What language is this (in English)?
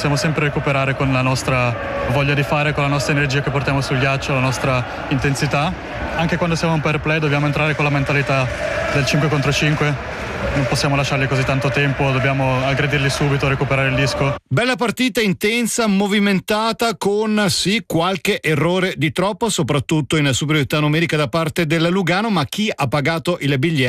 Italian